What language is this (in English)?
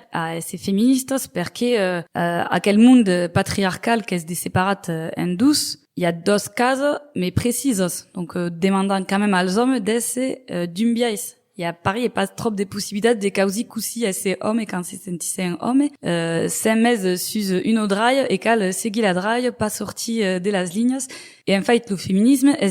Occitan